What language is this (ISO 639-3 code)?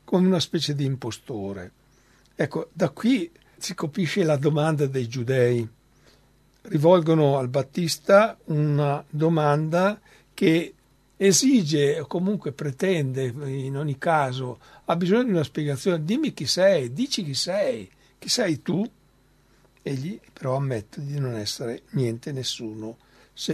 ita